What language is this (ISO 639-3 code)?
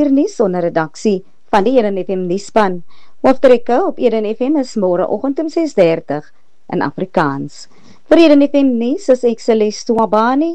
afr